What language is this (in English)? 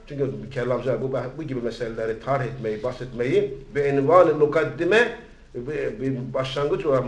Turkish